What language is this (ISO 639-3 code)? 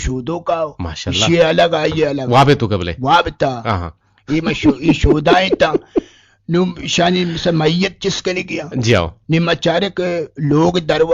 bgp